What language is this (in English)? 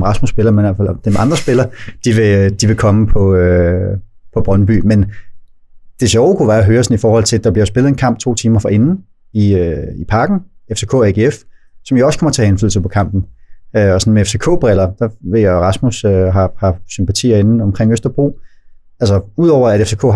Danish